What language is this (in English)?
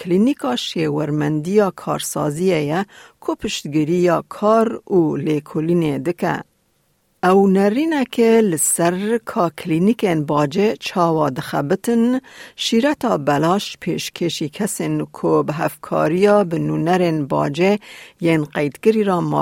Kurdish